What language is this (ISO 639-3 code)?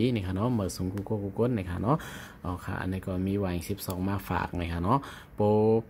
shn